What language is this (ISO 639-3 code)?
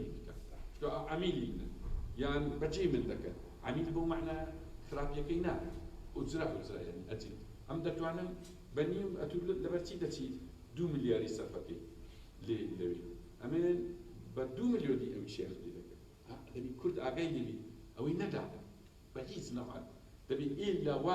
ckb